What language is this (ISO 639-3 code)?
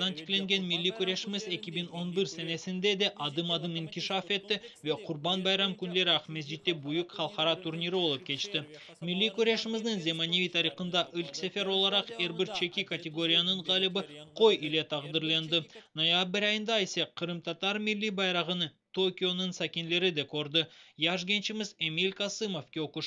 crh